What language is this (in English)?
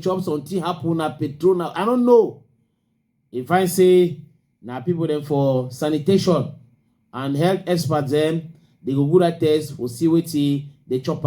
Cameroon Pidgin